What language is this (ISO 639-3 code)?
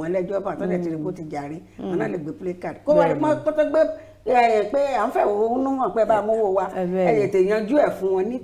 yor